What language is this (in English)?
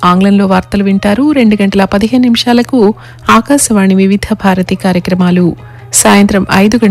Telugu